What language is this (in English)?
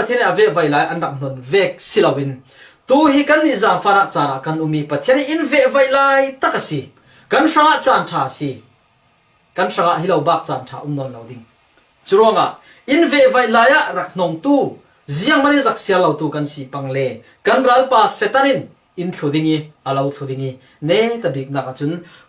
Falam Chin